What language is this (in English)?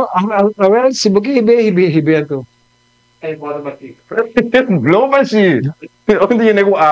Papiamento